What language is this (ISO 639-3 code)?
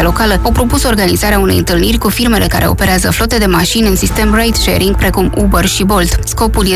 ron